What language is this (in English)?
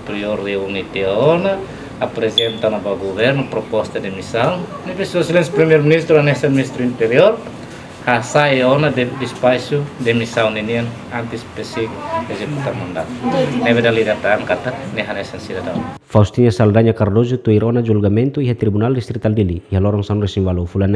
Tetum